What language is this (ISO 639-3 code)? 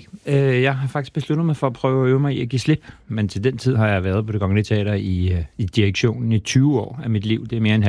dan